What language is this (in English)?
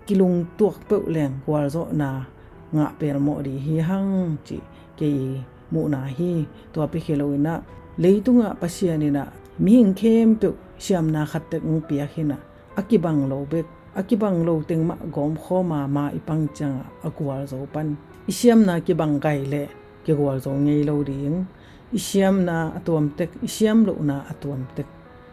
Tedim Chin